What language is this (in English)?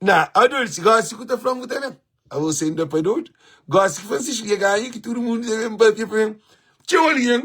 Kabuverdianu